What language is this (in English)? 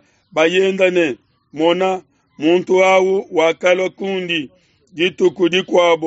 Luba-Lulua